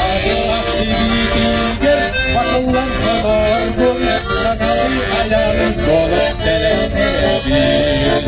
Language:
Yakut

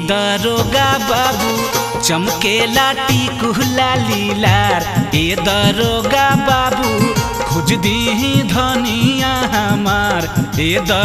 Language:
Bhojpuri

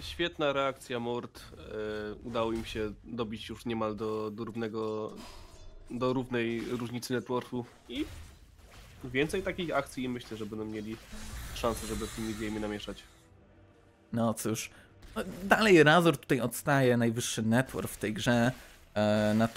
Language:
Polish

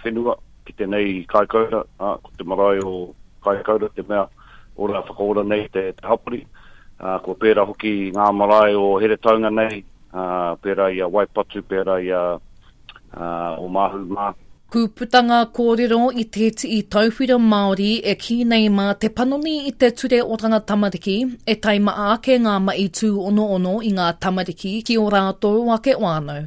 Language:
Māori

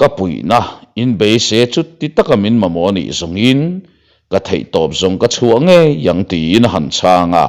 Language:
Mizo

